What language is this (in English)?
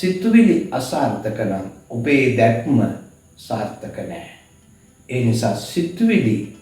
Sinhala